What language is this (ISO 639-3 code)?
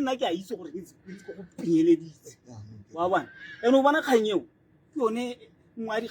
tsn